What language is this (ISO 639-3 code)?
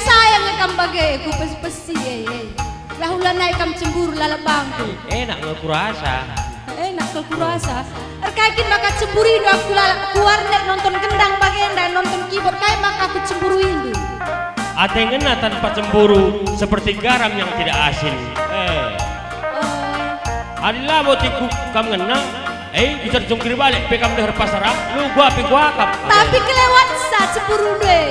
btx